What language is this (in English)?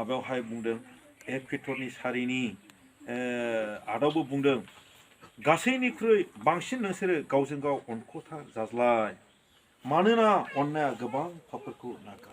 Bodo